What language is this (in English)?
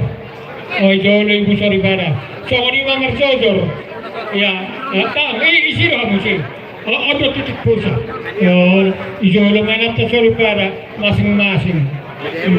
Batak Toba